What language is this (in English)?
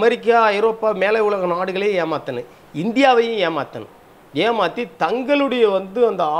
Tamil